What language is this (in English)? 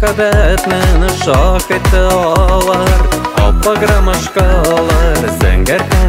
Tatar